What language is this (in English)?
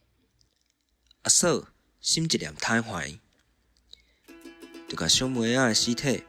Min Nan Chinese